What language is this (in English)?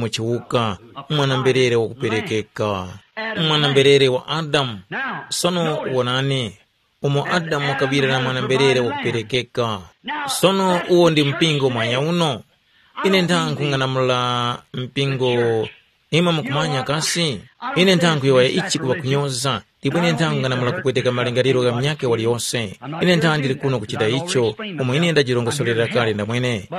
Tumbuka